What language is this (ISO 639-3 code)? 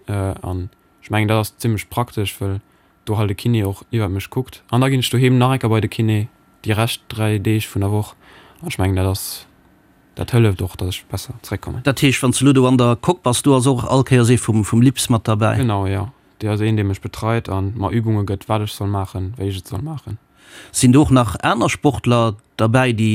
ltz